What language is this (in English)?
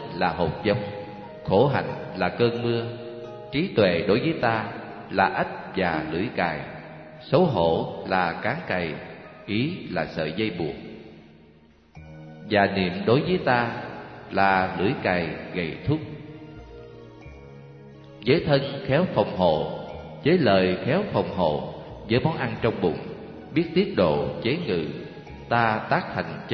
Vietnamese